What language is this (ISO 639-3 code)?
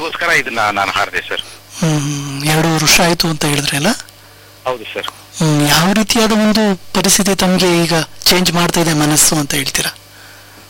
kan